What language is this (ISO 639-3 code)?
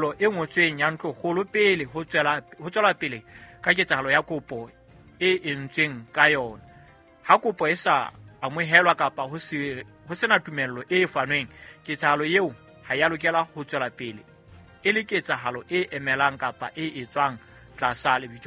sot